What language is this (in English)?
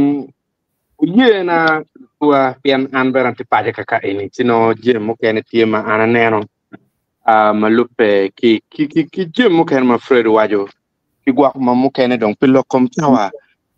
Acoli